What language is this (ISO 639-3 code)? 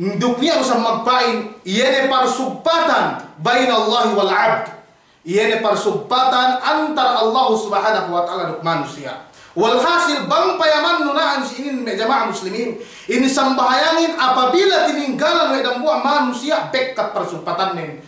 yka